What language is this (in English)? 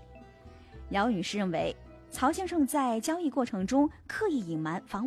Chinese